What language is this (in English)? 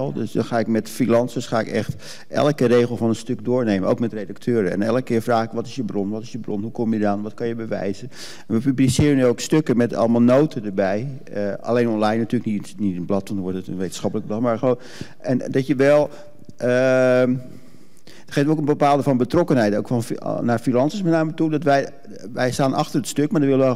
Dutch